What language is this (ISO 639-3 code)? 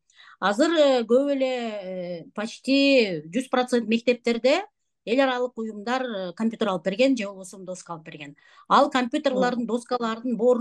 kir